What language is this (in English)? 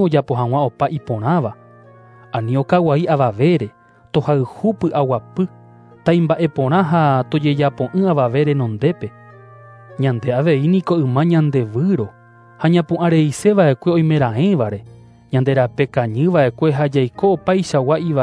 Guarani